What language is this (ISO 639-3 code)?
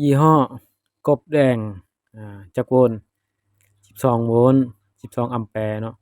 lao